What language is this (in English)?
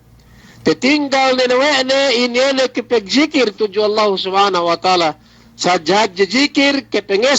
Yakan